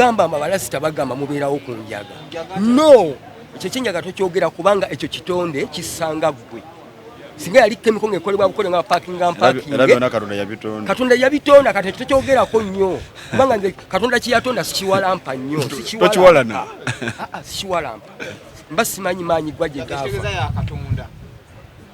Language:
Ganda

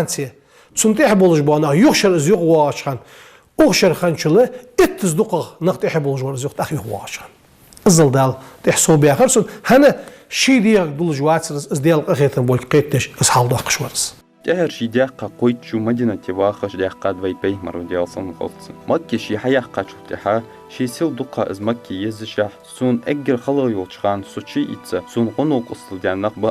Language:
Ingush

